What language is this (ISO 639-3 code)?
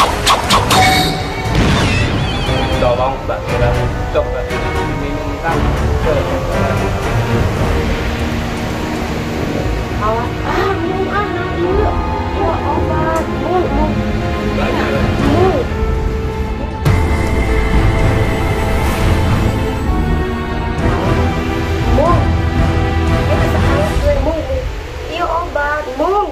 ind